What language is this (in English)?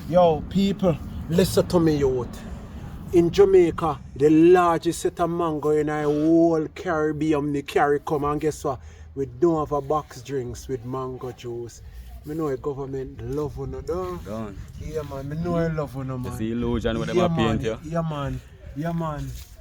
Jamaican Creole English